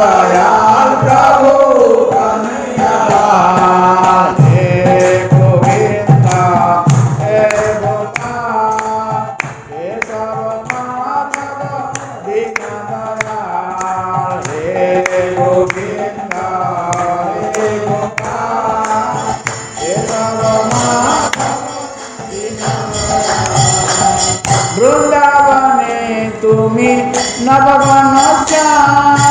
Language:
Odia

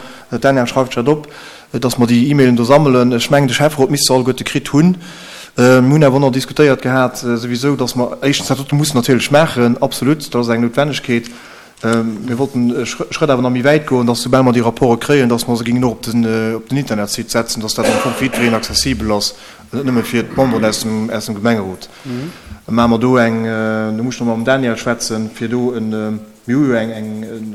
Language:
Luxembourgish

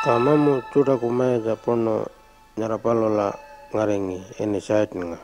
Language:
Pitjantjatjara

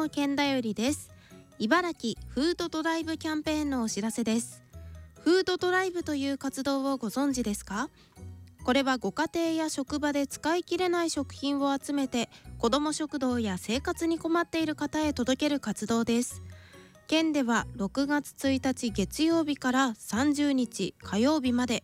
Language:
Japanese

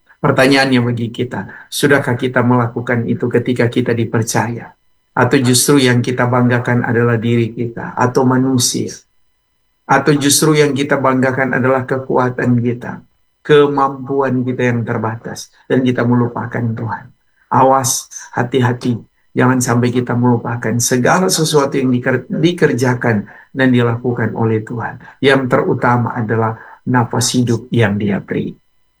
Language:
Indonesian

